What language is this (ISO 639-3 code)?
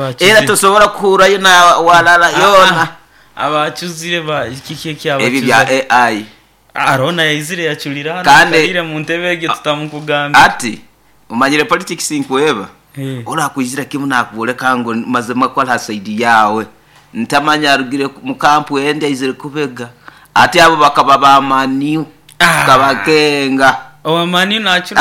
nyo